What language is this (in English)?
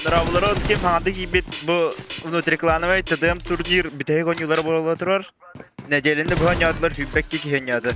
Yakut